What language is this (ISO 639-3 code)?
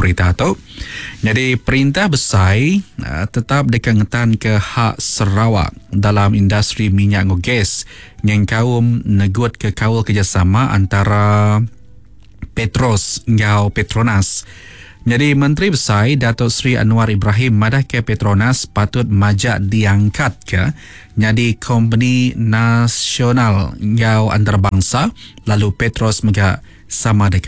iba